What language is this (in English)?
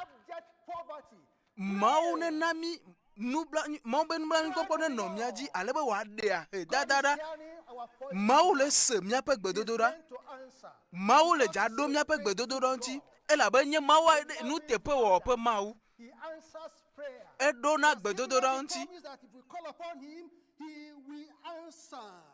Ewe